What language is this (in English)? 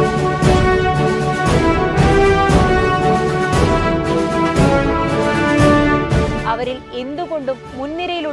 Malayalam